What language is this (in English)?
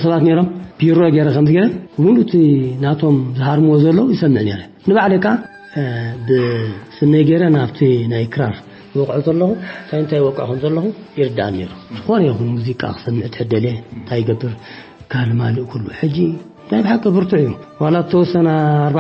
Tigrinya